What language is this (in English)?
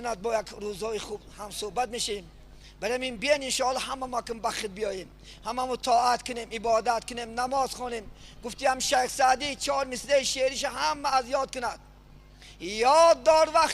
Tajik